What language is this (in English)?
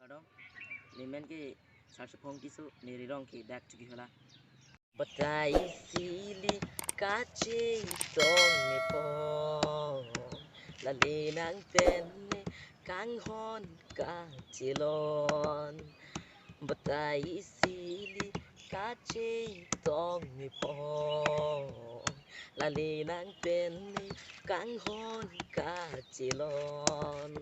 Karbi